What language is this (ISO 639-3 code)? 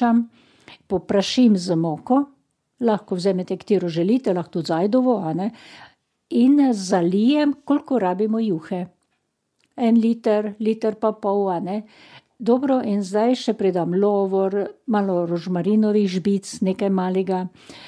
slv